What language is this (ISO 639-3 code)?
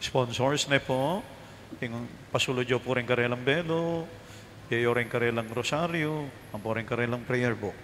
pam